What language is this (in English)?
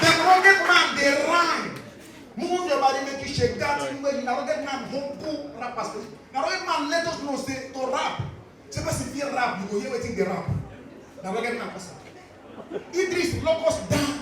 Nigerian Pidgin